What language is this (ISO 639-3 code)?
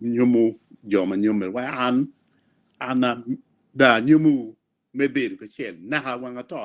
ach